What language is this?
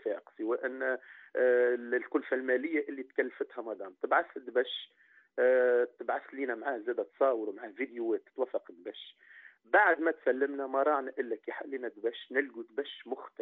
Tunisian Arabic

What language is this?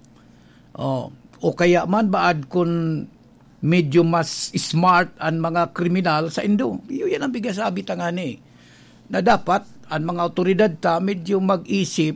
Bikol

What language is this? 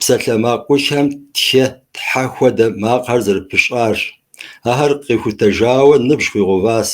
Kabardian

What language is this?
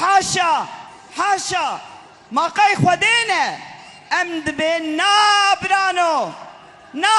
Kurdish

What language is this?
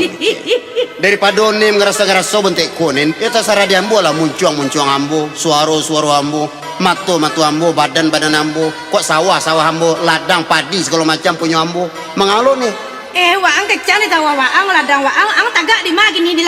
Minangkabau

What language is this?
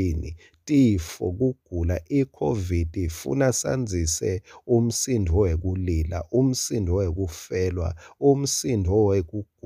Swati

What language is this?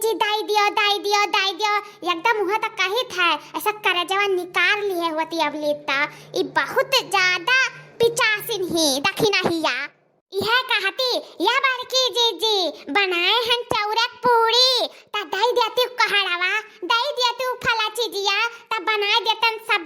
Awadhi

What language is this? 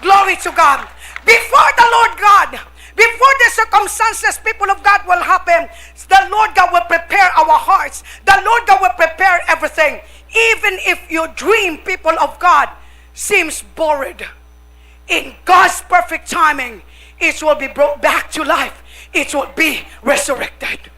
Hiligaynon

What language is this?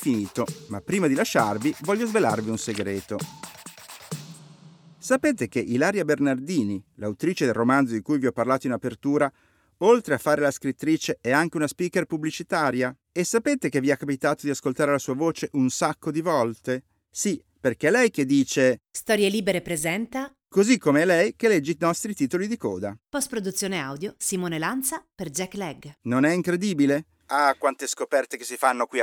Italian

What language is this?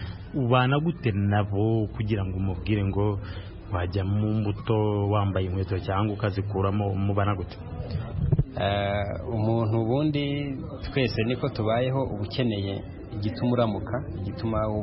Kinyarwanda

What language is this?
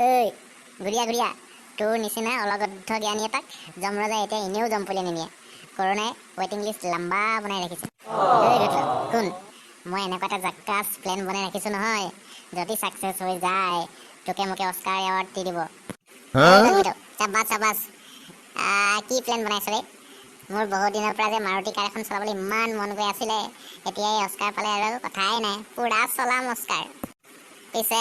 Assamese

